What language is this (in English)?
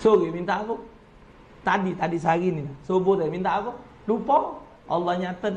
Musi